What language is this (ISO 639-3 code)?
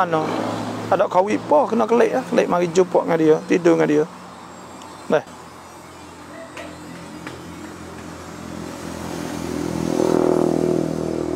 msa